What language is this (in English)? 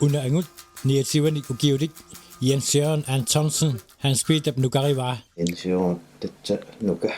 Kalaallisut